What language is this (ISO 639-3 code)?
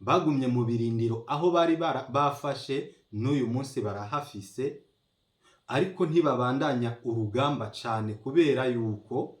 run